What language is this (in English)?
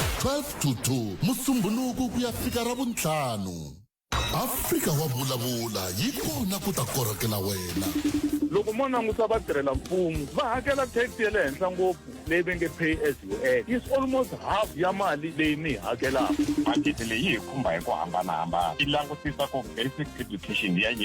Tsonga